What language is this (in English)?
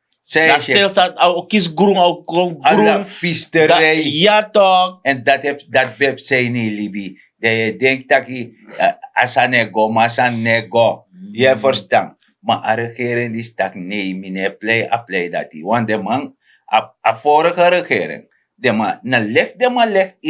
Sranan Tongo